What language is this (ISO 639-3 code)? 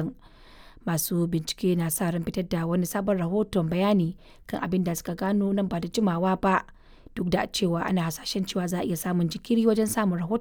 hau